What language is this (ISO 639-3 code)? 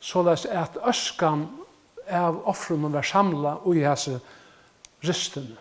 fao